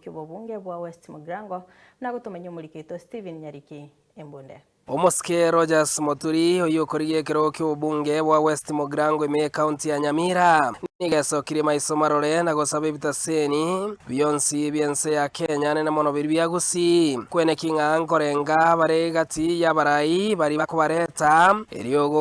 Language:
Gusii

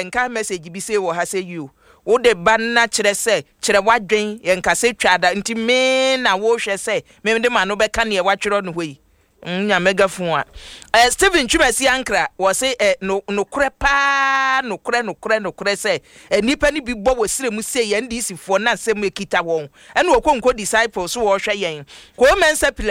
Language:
Akan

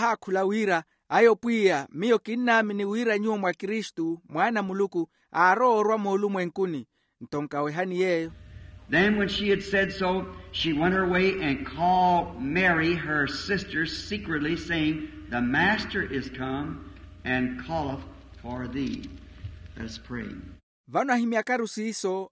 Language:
Makhuwa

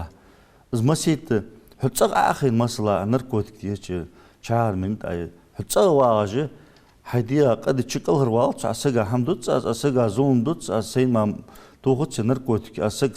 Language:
Ingush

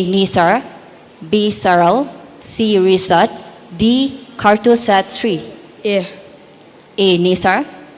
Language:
Tangkhul Naga (India)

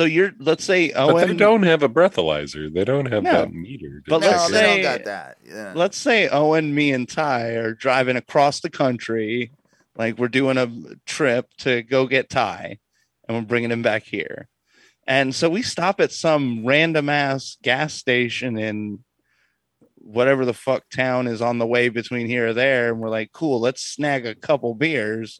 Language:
English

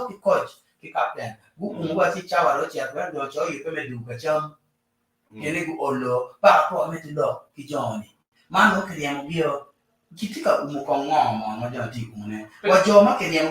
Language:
Acoli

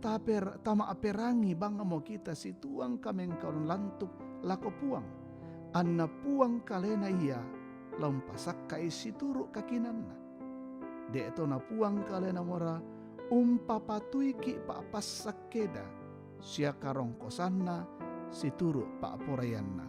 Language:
Toraja-Sa'dan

